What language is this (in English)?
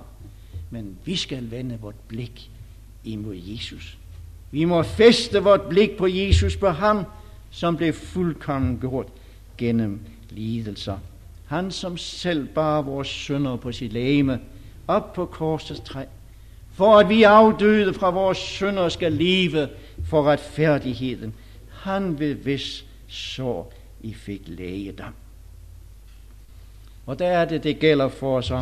Danish